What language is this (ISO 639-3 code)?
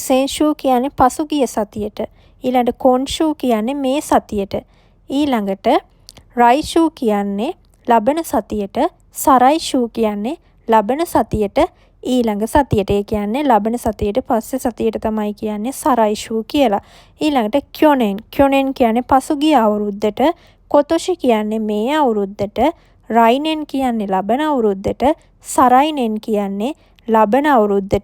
sin